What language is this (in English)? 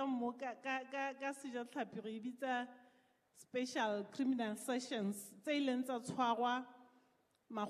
Southern Sotho